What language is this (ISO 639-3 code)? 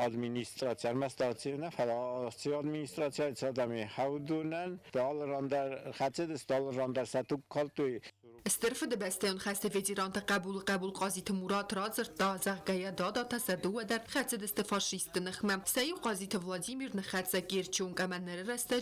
oss